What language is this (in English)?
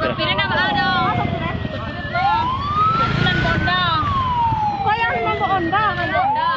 Minangkabau